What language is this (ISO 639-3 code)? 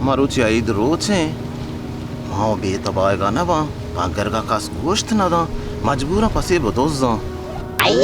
bal